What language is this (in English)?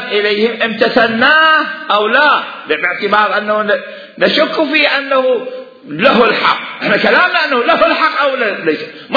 Mesopotamian Arabic